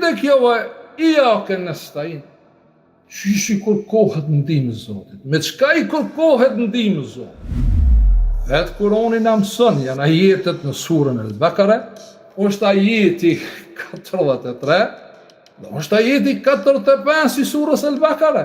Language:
Albanian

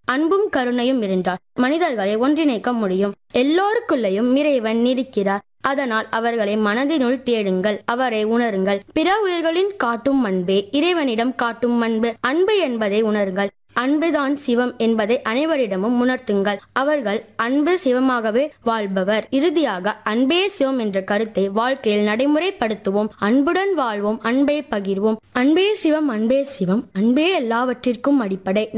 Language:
Tamil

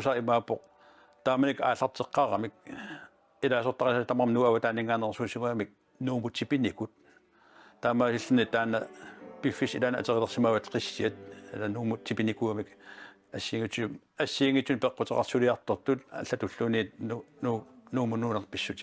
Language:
Kalaallisut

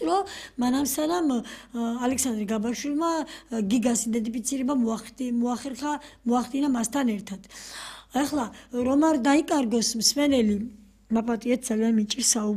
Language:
Georgian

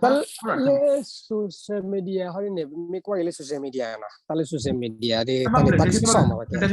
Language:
S'gaw Karen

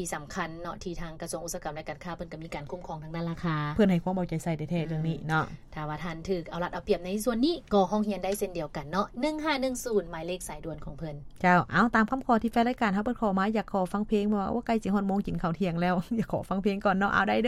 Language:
Lao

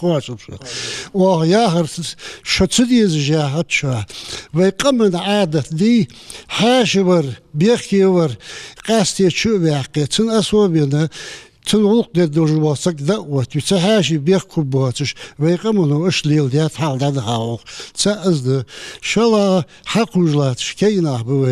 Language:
Ingush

